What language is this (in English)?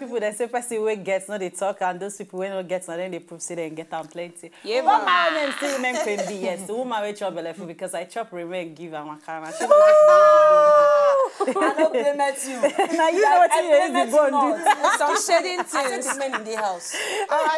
Nigerian Pidgin